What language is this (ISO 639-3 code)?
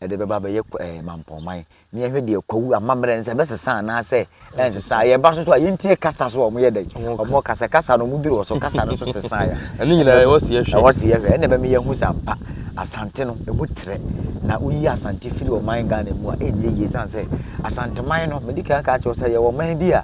aka